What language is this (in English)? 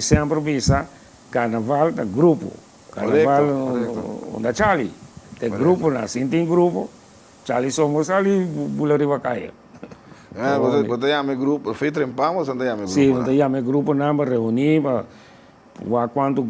Papiamento